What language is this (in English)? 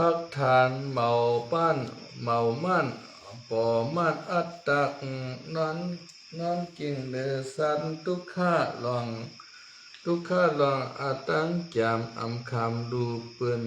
Shan